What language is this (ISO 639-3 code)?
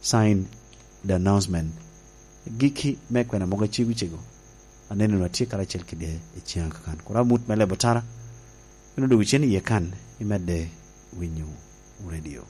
laj